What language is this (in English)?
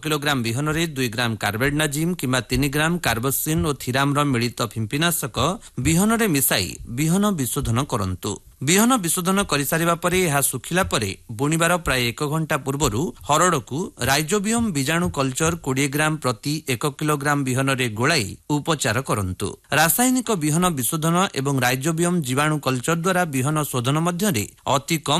Odia